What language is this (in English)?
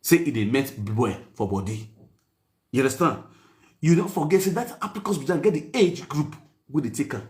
Nigerian Pidgin